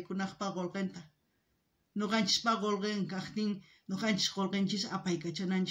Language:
South Bolivian Quechua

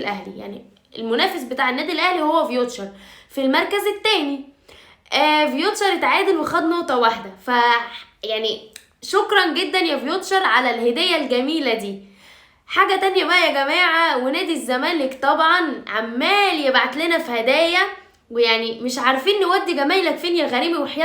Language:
Egyptian Arabic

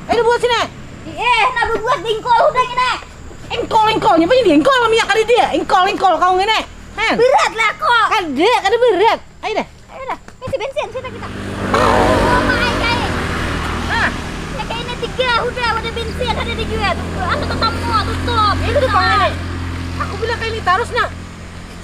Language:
Banjar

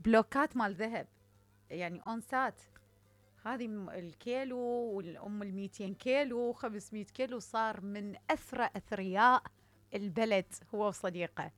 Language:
Mesopotamian Arabic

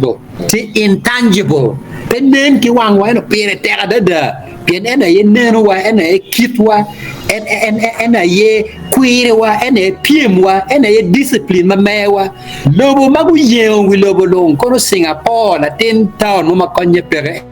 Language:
Acoli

